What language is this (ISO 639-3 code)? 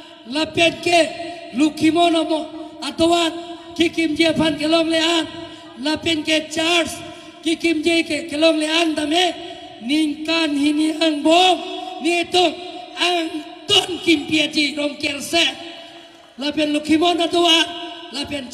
mjw